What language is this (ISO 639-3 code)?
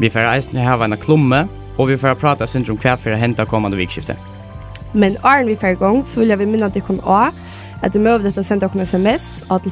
fao